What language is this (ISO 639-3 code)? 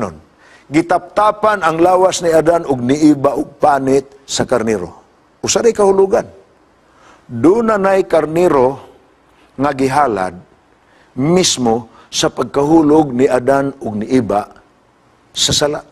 ceb